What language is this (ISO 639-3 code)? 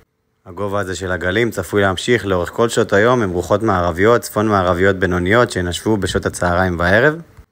heb